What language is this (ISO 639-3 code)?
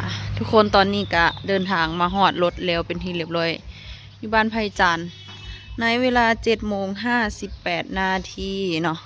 lao